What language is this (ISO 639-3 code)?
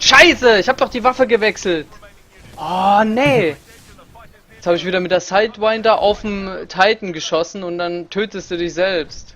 pfl